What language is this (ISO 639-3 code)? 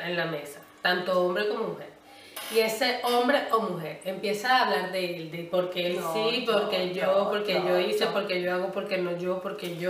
spa